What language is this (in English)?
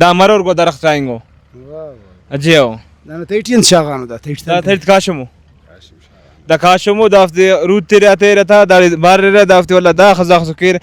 Brahui